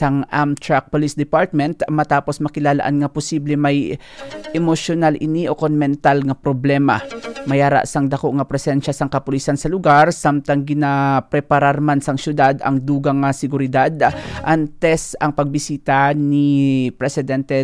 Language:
Hiligaynon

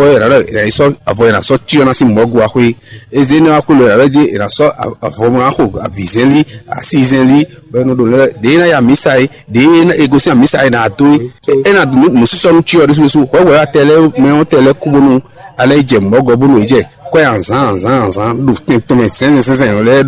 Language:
Fon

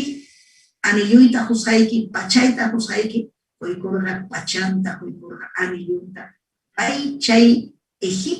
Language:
Ayacucho Quechua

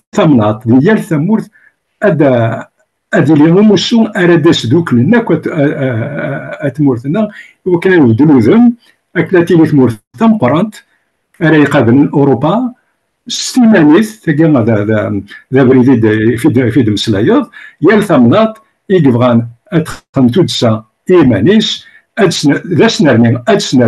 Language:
Kabyle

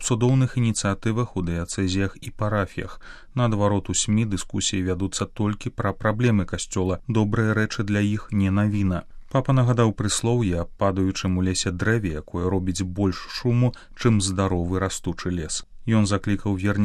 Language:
Belarusian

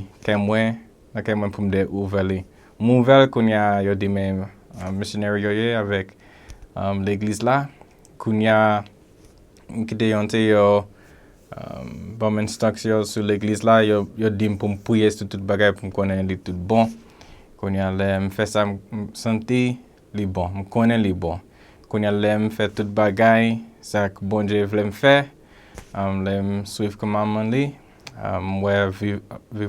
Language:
Haitian Creole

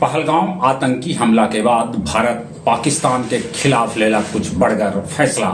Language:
Magahi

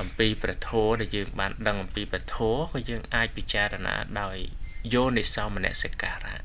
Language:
Khmer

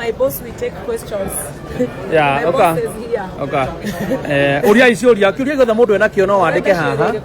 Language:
Kikuyu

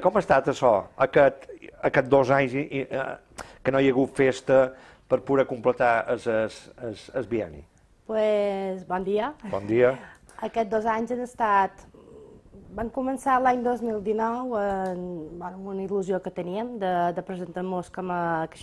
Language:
Catalan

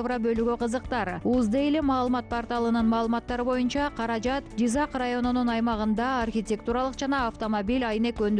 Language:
Kyrgyz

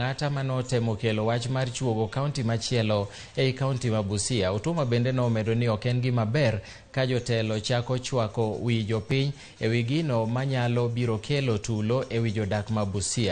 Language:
Luo (Kenya and Tanzania)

